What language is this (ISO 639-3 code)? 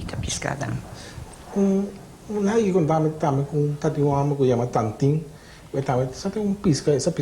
pap